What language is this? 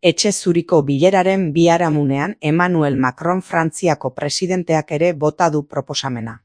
Basque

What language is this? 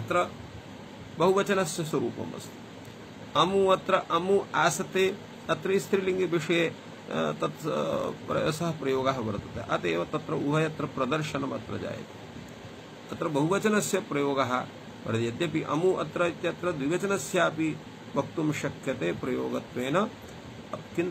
Sanskrit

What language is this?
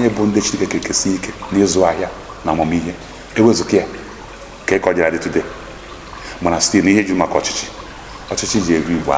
Igbo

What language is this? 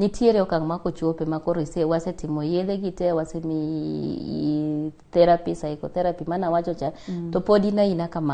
Luo (Kenya and Tanzania)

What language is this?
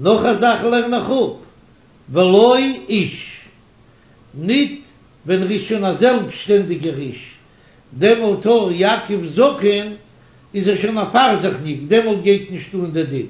Yiddish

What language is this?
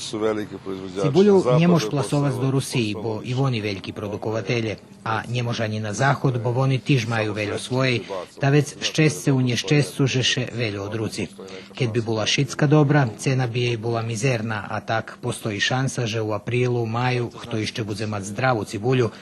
Rusyn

